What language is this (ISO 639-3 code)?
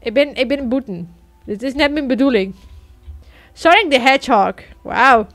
fry